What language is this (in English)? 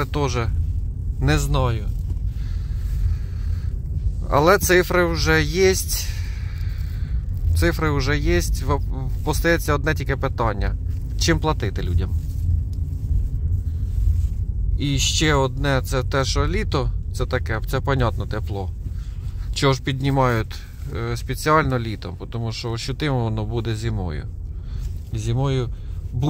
Ukrainian